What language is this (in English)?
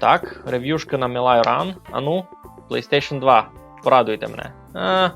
Rusyn